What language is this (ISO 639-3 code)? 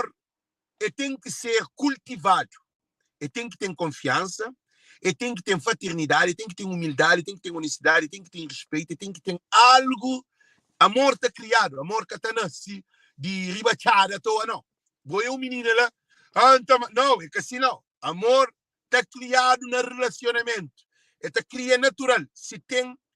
kea